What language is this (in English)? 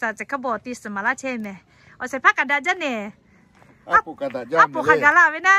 Lahu